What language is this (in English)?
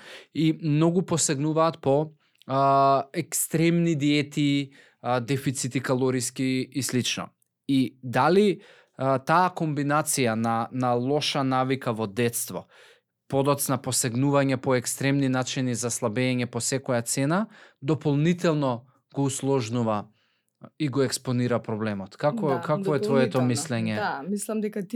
Macedonian